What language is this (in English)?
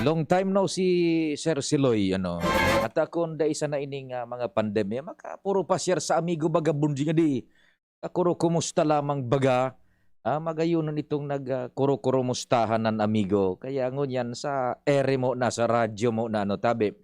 Bikol